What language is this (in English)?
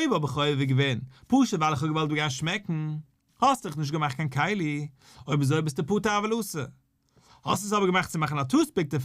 Yiddish